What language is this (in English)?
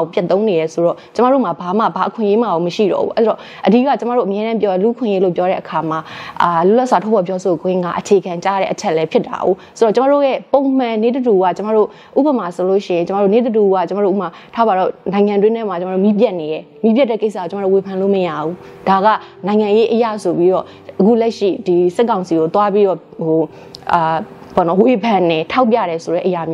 Burmese